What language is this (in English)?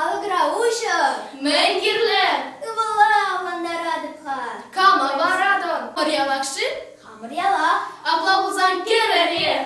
Chuvash